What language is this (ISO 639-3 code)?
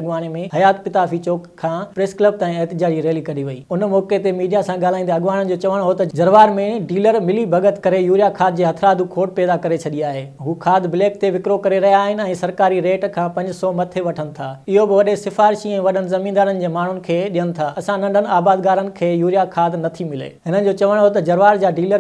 snd